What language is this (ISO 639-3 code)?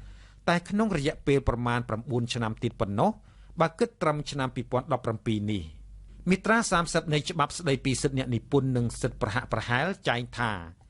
khm